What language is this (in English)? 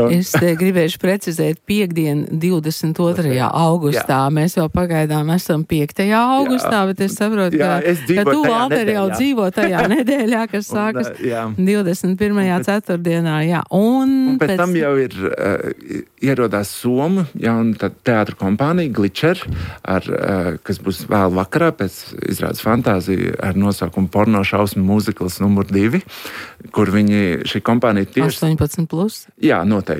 Latvian